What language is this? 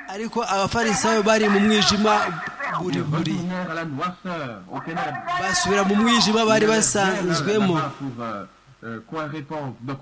Kinyarwanda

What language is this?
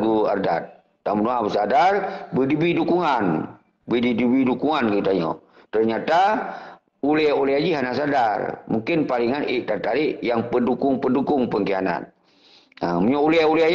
Achinese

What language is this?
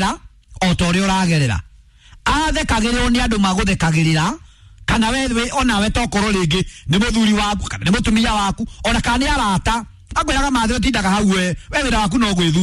Kikuyu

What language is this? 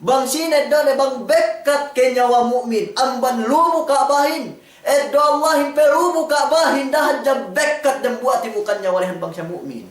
Yakan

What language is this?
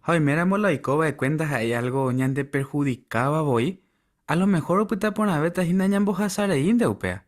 Guarani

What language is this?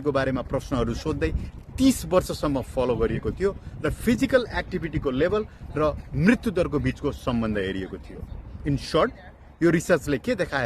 Nepali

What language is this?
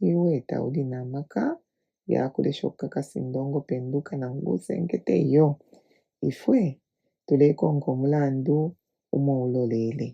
Bemba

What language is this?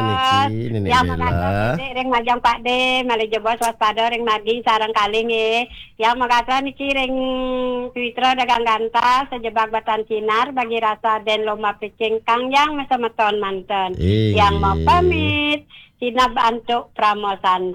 Balinese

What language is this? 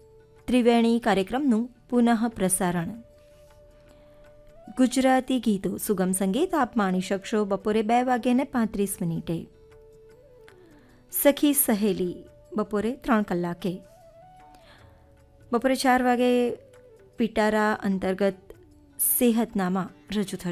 Gujarati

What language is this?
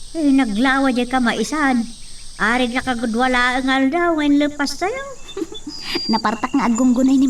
Iloko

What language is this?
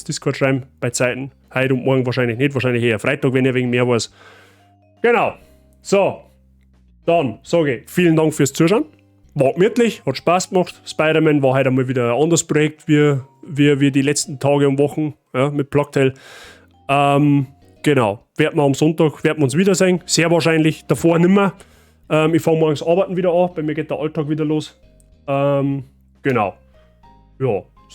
Bavarian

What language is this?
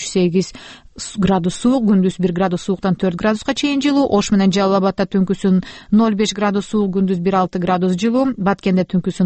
Kyrgyz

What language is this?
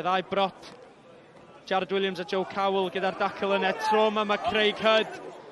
Welsh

